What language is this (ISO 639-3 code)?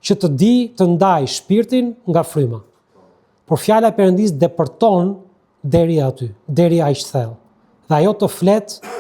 sqi